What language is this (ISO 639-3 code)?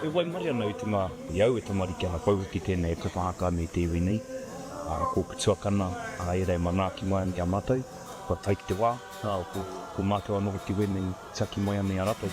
mri